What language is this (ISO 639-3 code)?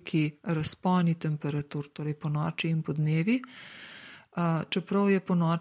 slv